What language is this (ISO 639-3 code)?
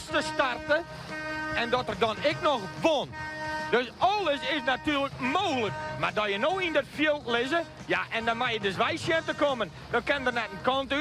fry